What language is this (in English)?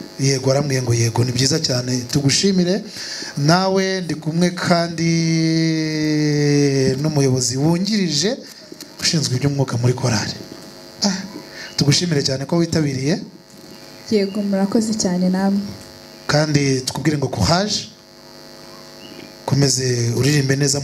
Kinyarwanda